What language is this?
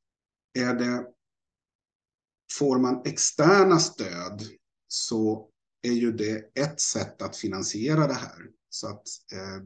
Swedish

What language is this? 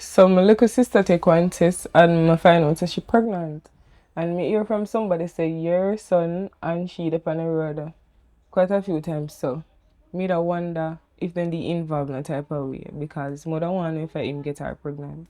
Jamaican Creole English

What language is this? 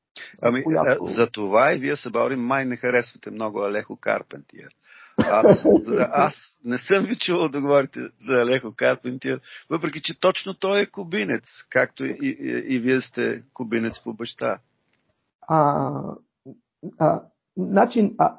Bulgarian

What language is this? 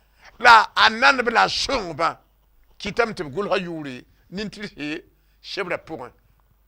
Mossi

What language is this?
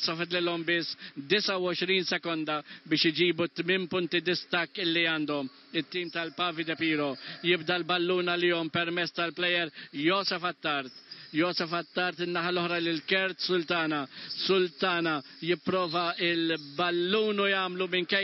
Maltese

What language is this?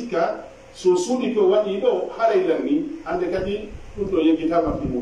Fula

